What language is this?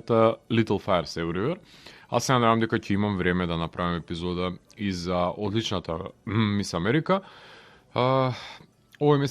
Macedonian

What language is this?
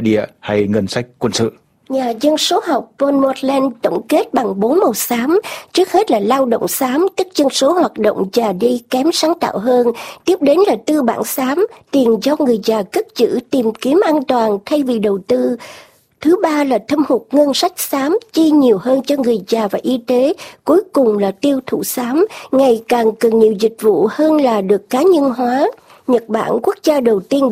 Vietnamese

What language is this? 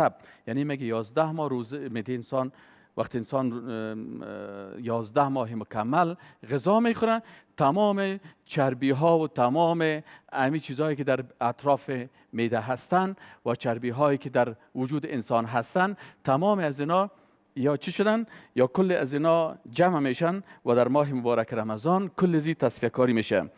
Persian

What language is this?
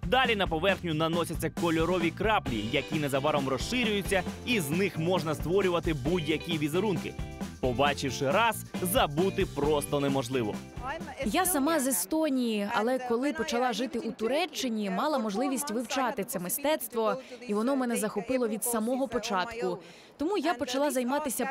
Ukrainian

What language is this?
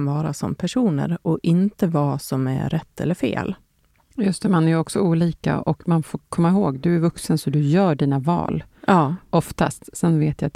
Swedish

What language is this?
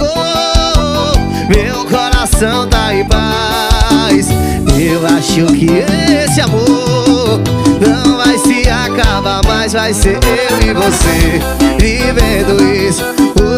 Portuguese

